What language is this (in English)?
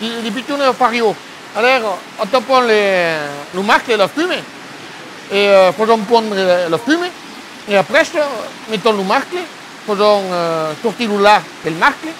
Occitan